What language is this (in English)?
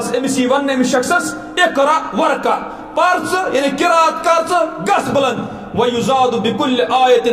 Kashmiri